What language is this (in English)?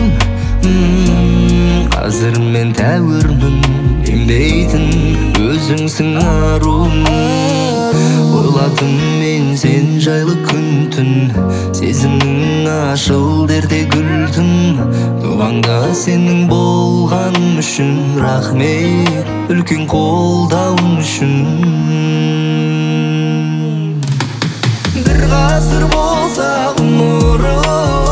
Kazakh